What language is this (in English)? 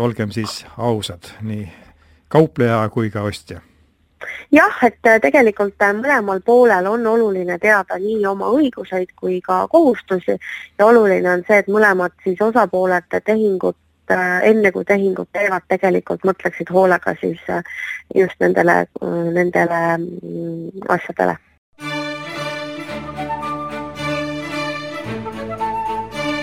Estonian